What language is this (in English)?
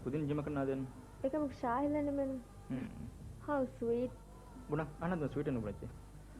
Divehi